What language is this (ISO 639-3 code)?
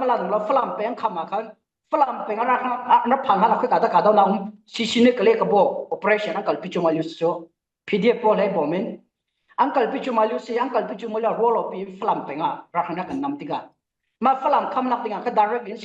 cfm